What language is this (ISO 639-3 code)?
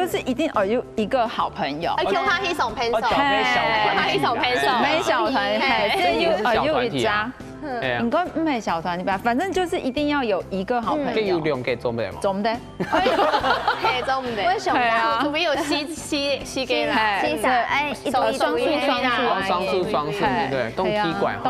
hak